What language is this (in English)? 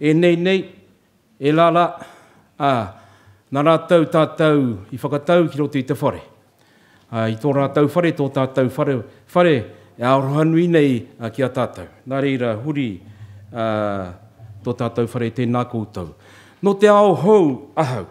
Māori